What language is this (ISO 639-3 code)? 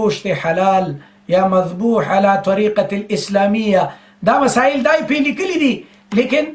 pus